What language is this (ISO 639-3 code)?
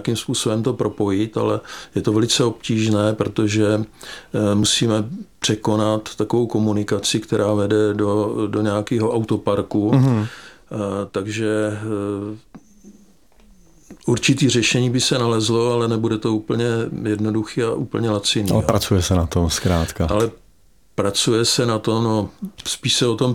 ces